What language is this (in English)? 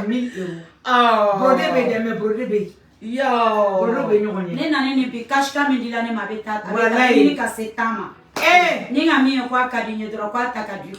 Bambara